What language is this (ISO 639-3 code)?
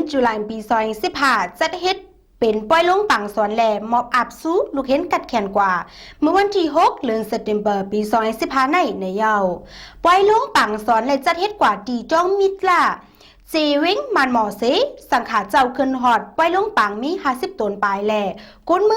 shn